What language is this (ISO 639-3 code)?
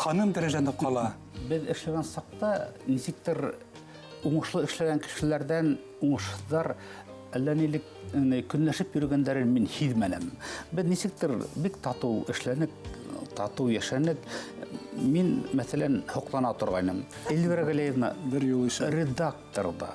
bak